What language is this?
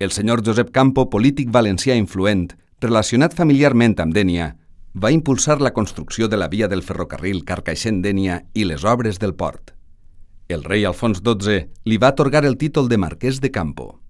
Catalan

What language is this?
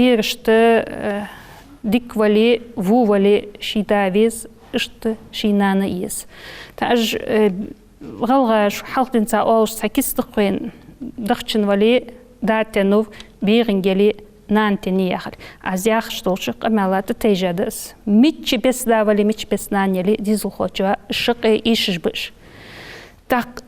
Ingush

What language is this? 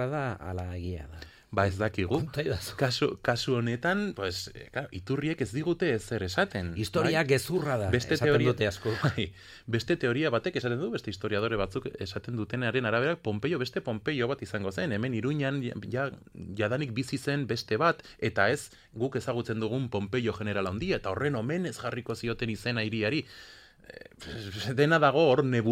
Basque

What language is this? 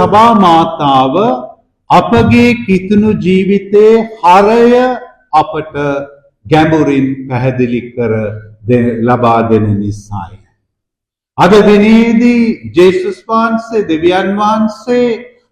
Sinhala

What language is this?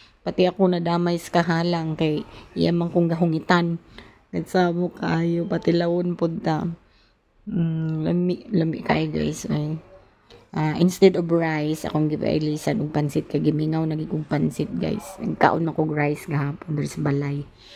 Cebuano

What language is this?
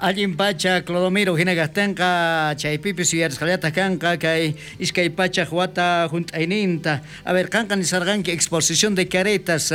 South Bolivian Quechua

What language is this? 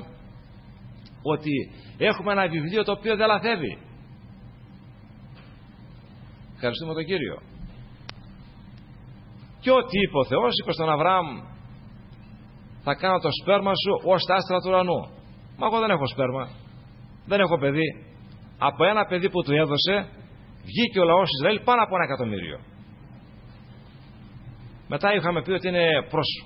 Greek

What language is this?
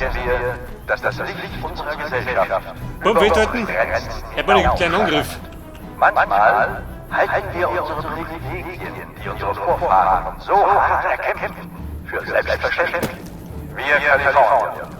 Bavarian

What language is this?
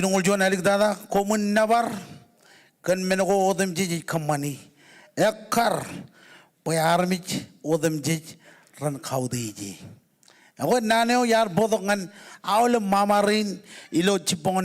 Marshallese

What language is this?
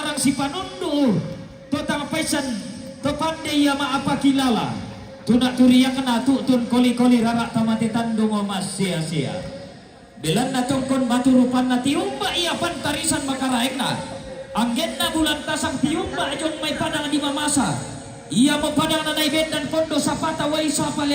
Toraja-Sa'dan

